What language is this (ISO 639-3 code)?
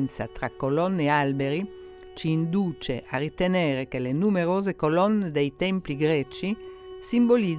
ita